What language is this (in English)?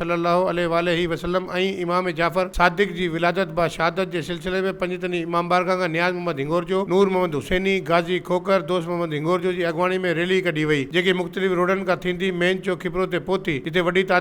Sindhi